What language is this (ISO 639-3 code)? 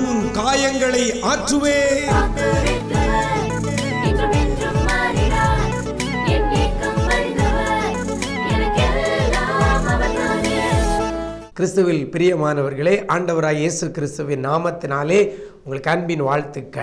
tam